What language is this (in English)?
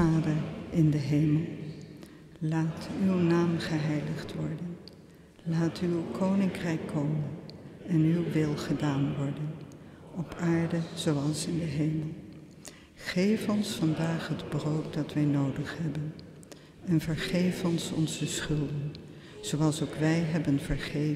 Dutch